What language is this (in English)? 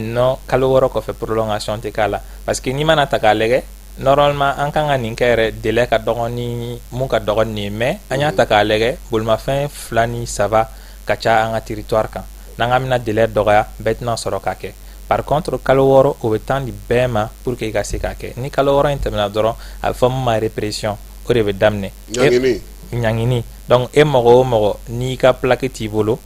Bambara